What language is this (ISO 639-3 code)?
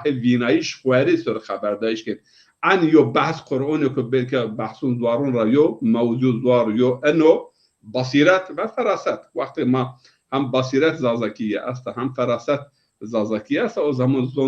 zza